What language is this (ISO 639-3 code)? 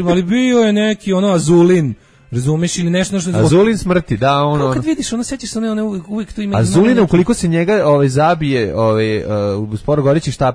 srp